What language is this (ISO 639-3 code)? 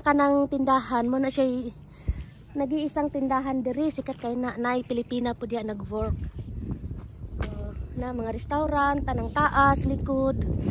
ceb